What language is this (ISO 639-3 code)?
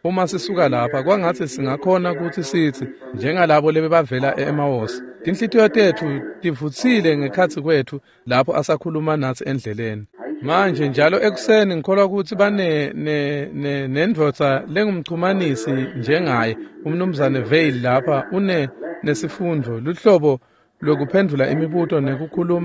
ssw